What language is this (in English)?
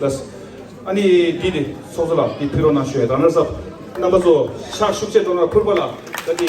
Tibetan